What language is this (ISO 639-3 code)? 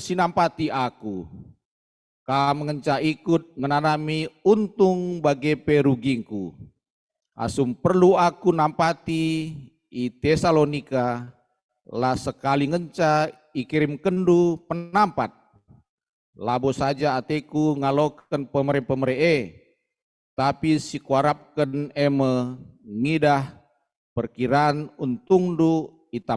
btx